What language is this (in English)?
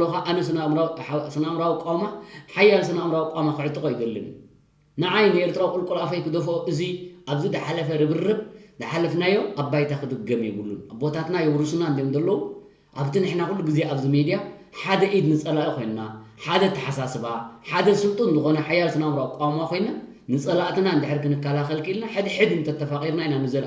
Tigrinya